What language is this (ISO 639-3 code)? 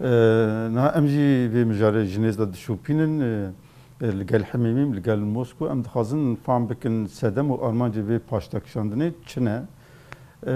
kur